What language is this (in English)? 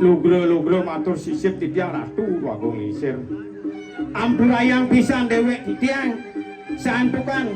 Balinese